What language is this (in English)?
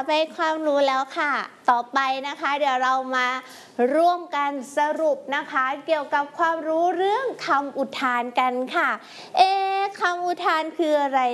Thai